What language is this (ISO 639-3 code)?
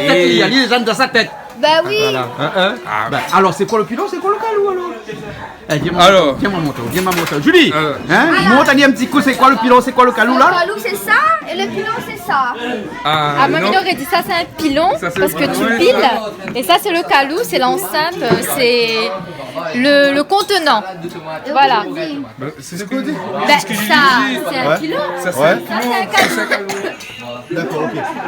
rcf